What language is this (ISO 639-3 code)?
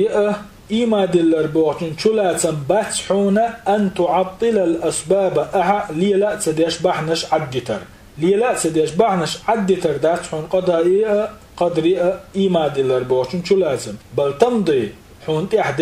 che